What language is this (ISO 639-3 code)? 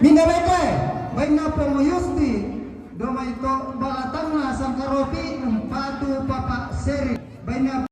sda